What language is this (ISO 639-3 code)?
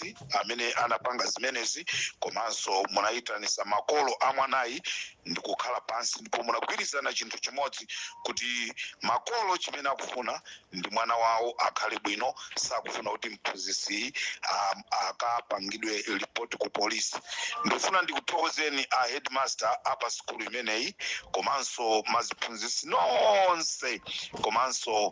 nya